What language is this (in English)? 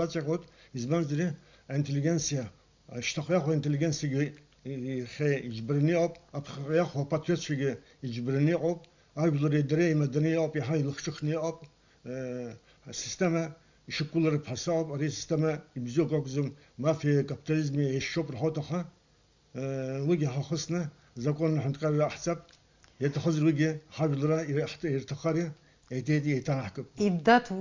Abkhazian